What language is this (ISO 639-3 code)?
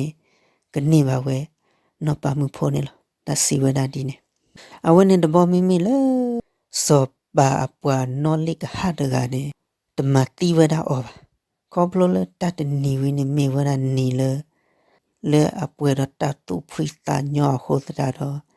ksw